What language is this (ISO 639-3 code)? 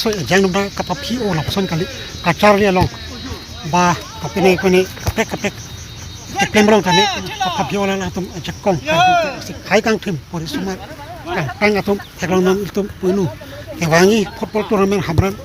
mjw